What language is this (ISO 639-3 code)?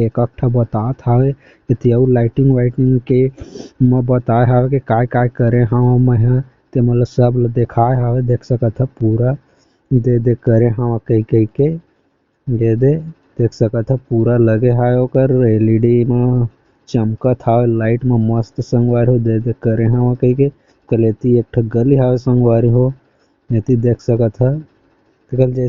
hne